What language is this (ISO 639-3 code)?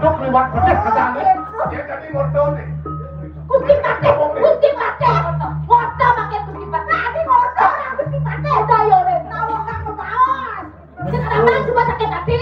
ban